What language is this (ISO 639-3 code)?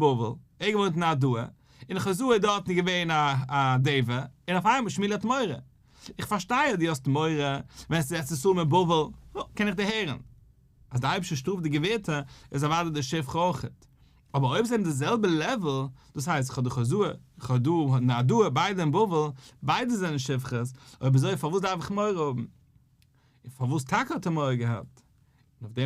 yid